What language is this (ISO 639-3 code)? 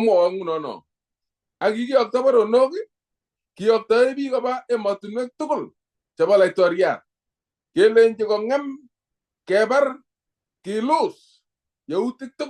kln